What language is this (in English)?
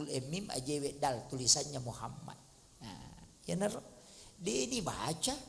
Buginese